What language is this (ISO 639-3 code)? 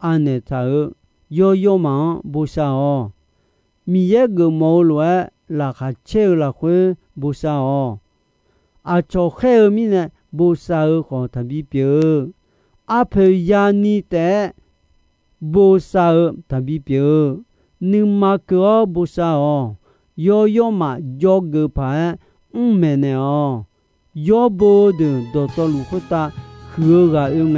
ahk